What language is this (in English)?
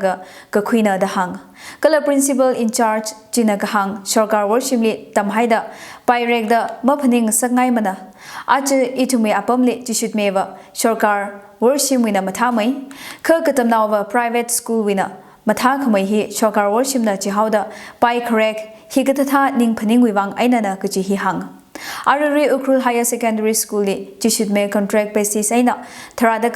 Tangkhul Naga (India)